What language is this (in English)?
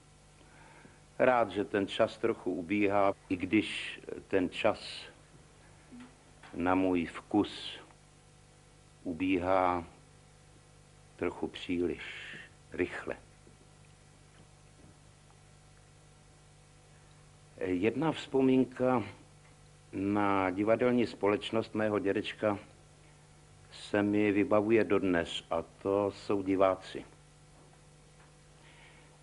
Czech